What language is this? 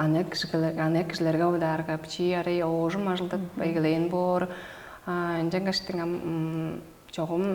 Tuvinian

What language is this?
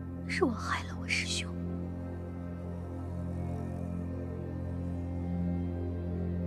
Chinese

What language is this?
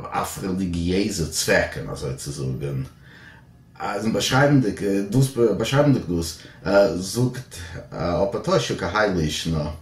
Yiddish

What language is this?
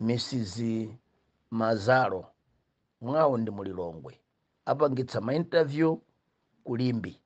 Nyanja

